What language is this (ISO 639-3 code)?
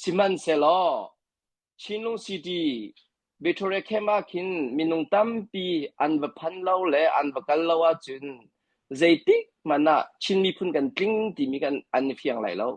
cnh